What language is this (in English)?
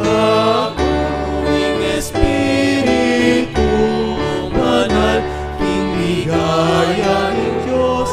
Pampanga